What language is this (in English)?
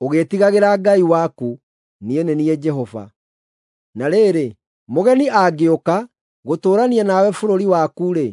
Kikuyu